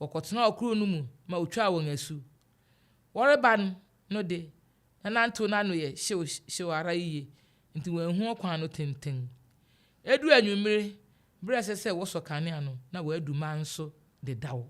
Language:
Akan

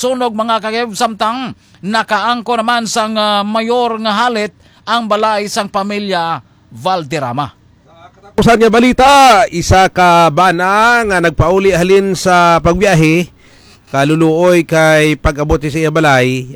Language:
Hiligaynon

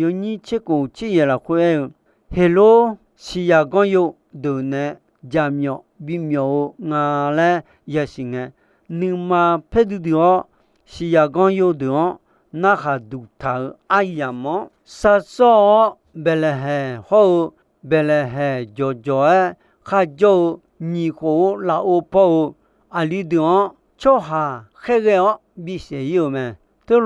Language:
Akha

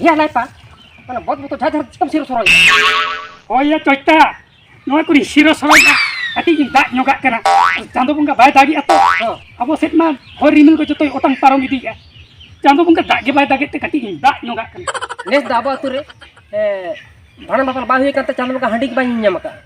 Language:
Santali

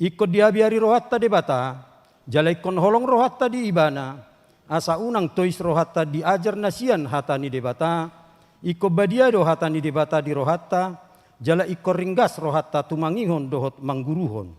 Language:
Batak Toba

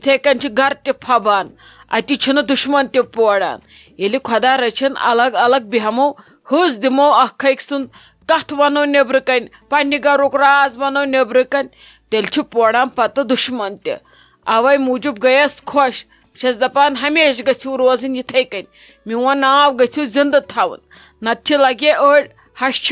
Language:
Kashmiri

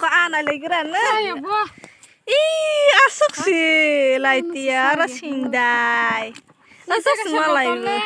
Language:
Kok Borok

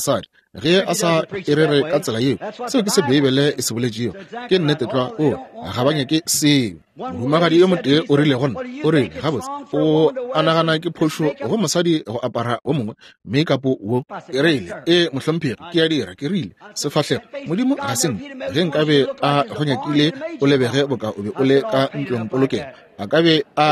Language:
Northern Sotho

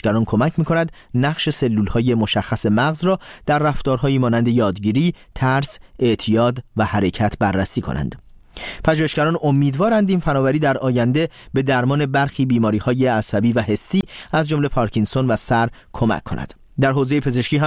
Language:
Persian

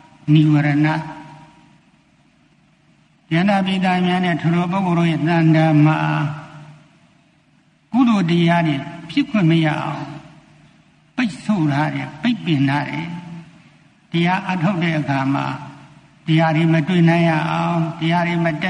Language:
Burmese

